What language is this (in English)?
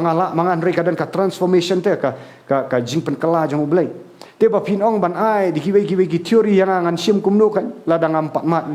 Khasi